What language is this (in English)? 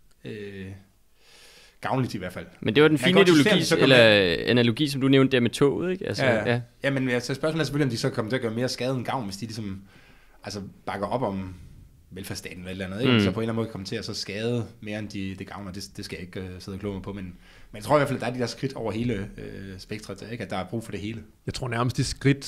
Danish